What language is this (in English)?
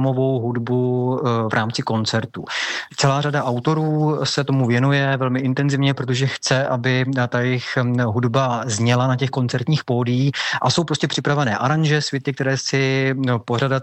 Czech